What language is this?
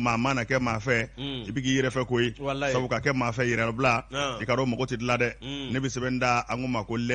Bambara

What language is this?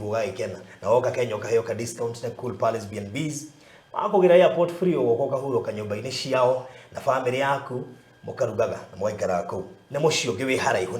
Kikuyu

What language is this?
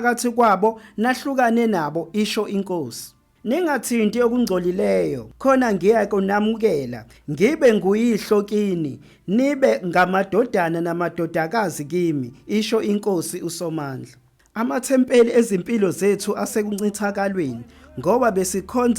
Zulu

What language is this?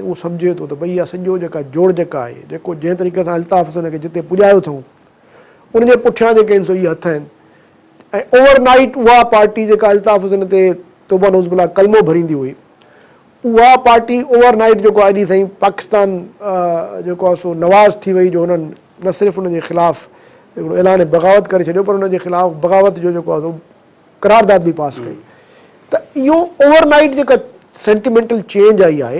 Sindhi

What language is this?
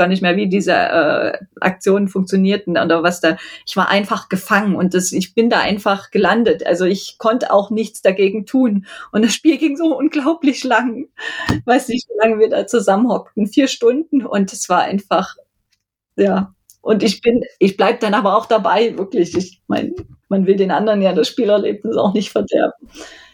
German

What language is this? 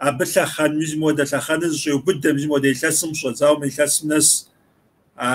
Kabardian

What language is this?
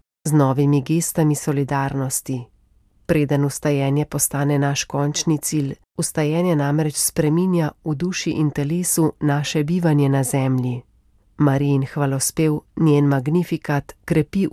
Slovenian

